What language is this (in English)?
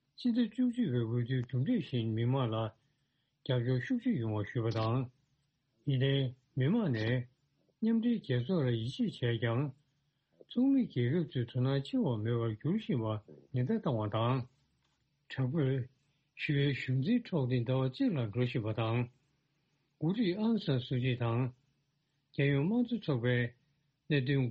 Tibetan